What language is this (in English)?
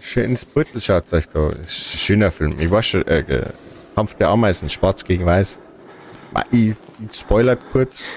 Bavarian